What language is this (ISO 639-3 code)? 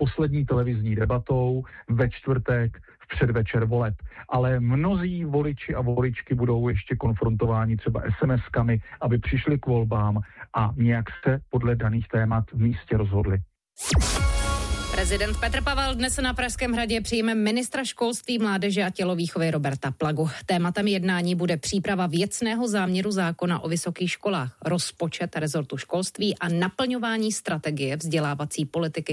ces